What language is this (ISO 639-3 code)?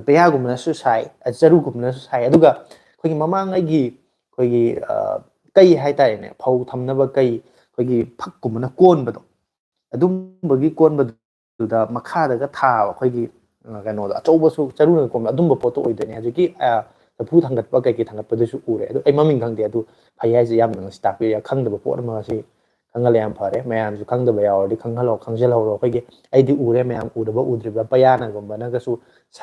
mni